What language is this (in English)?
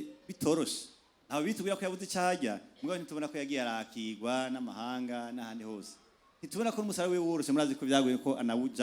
Rundi